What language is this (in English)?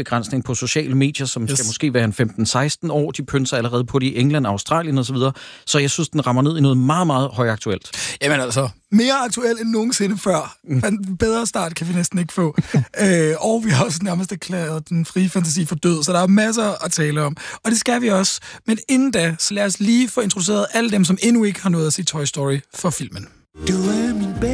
Danish